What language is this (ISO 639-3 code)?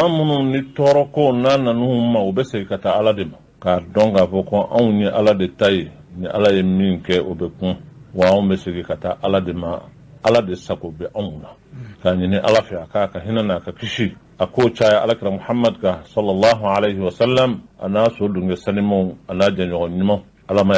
bam